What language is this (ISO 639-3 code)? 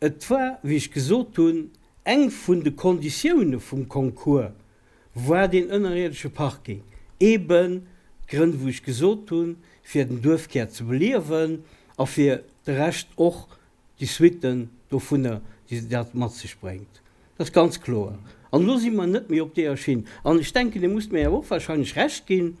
ltz